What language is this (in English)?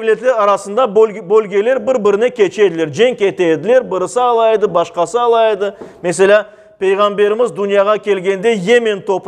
Crimean Tatar